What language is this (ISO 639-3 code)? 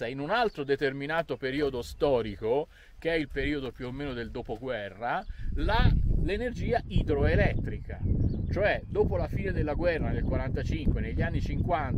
ita